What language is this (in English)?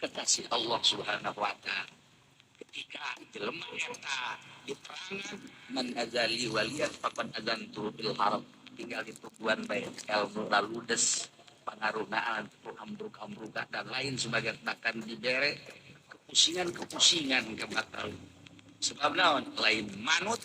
Sundanese